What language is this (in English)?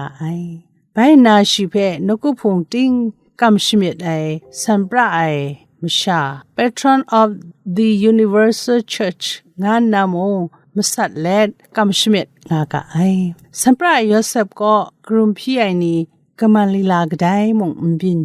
Kachin